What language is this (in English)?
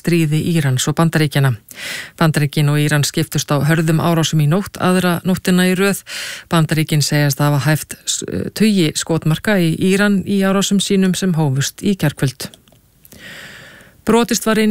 Icelandic